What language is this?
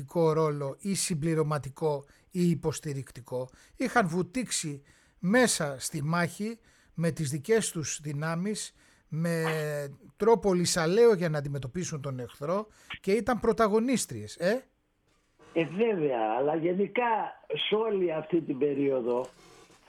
Greek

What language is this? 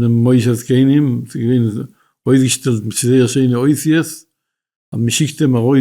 Yiddish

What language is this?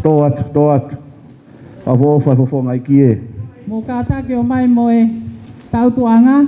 Tongan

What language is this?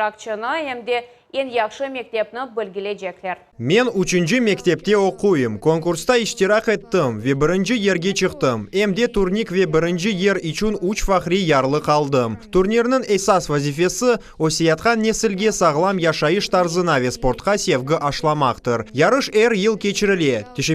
Crimean Tatar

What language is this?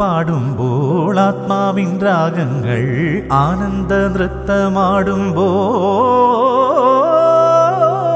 Malayalam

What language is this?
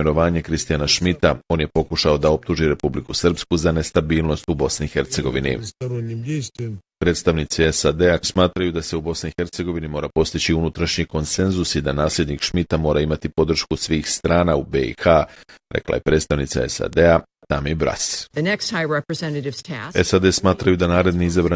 Bosnian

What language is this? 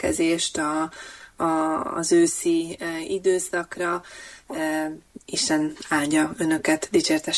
Hungarian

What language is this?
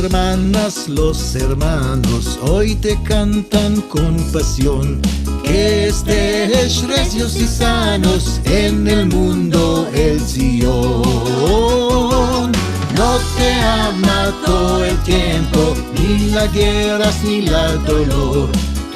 Ladino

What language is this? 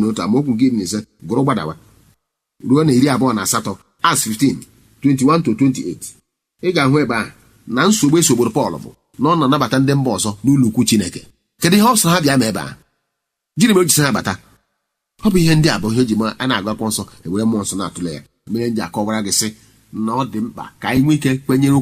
Igbo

